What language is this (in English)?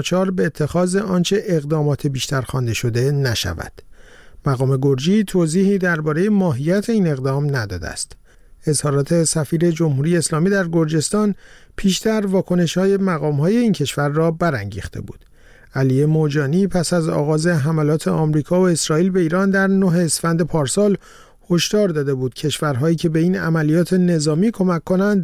Persian